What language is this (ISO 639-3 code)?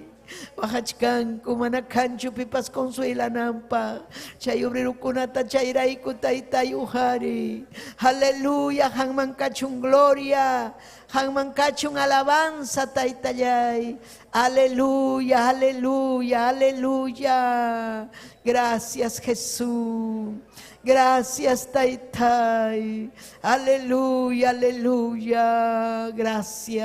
quy